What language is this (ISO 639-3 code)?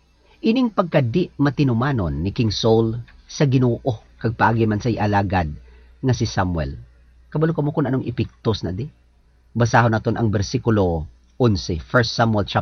hil